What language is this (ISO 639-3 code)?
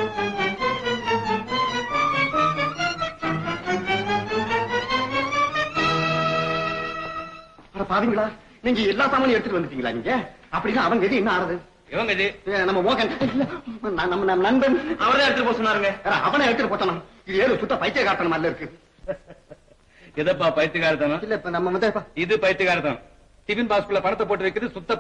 tam